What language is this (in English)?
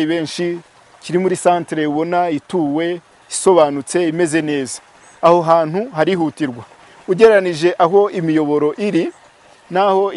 Kinyarwanda